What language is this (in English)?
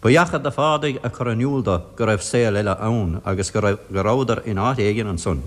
Irish